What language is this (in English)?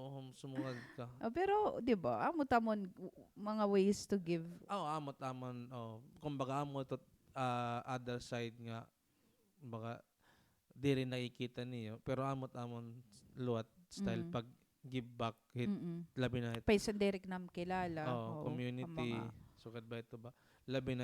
Waray